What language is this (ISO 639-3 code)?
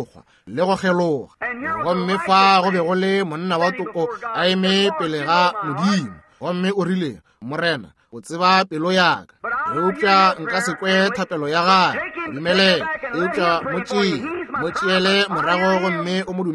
nso